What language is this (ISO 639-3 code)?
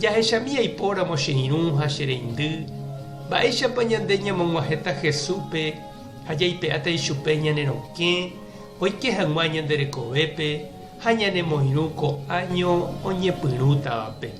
grn